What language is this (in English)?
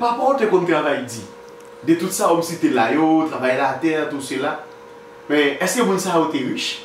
Haitian Creole